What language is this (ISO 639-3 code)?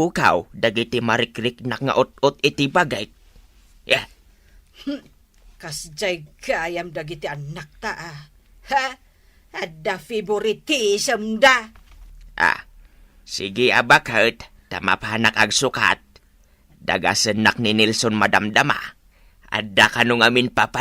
ilo